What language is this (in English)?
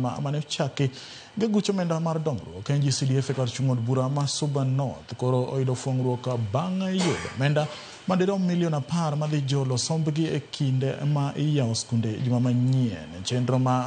Luo (Kenya and Tanzania)